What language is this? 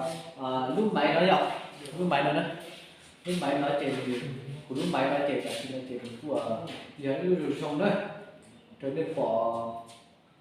Hmong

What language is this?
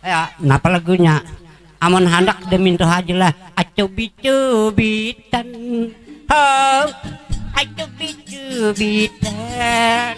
Banjar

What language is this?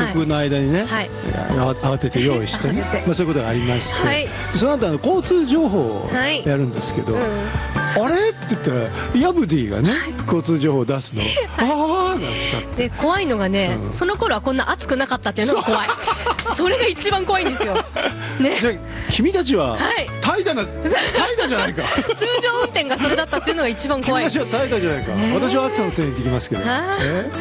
Japanese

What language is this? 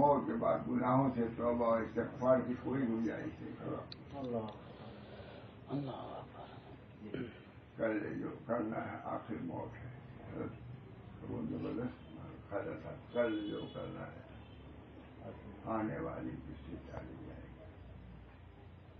Urdu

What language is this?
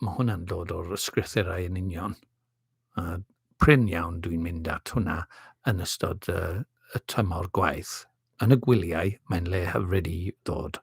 Welsh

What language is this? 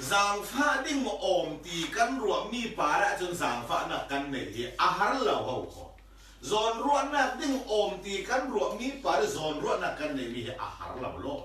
Falam Chin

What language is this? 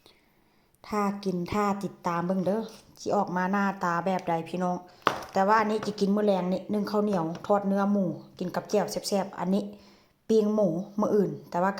Northeastern Thai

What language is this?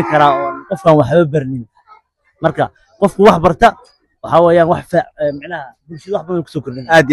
Somali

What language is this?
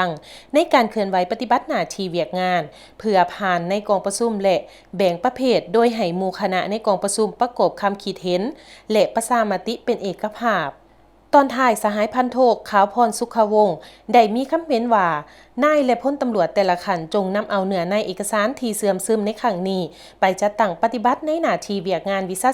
Lao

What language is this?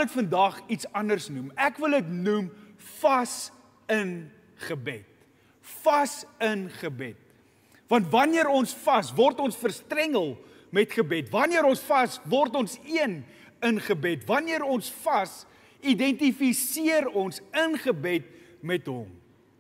Afrikaans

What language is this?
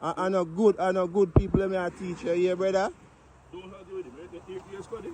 Jamaican Creole English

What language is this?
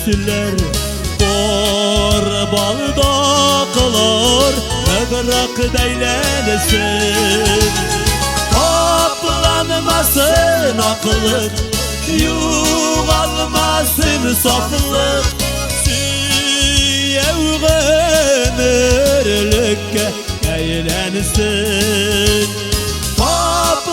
Tatar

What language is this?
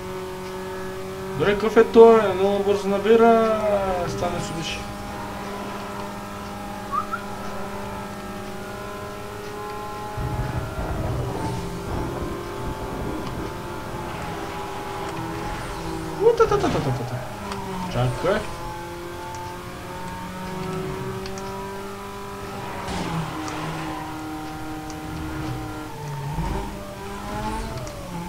Bulgarian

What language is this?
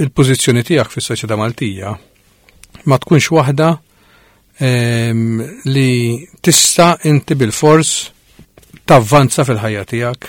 Maltese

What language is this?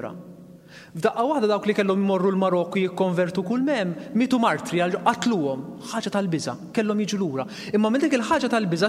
Maltese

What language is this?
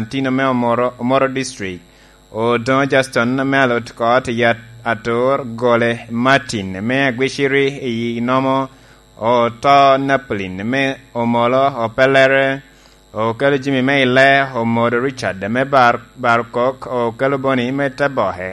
Lango (Uganda)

